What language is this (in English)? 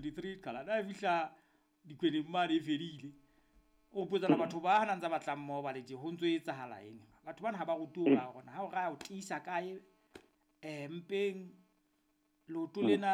Southern Sotho